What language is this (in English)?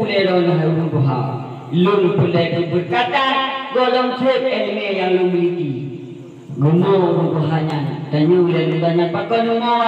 Achinese